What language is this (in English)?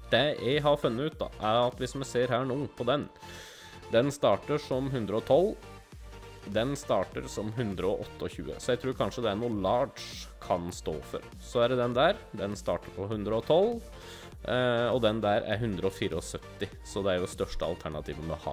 Norwegian